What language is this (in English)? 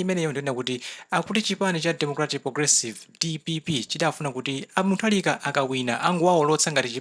Nyanja